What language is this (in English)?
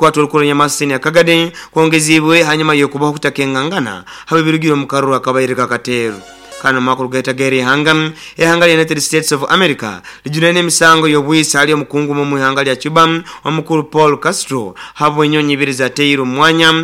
Nyoro